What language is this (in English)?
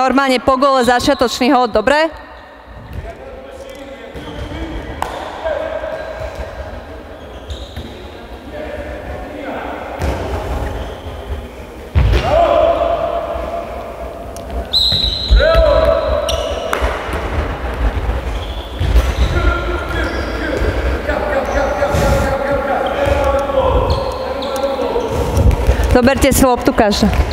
Slovak